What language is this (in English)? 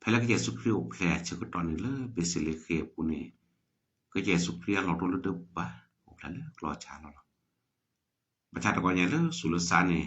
S'gaw Karen